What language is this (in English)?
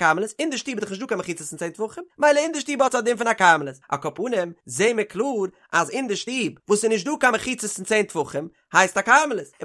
Yiddish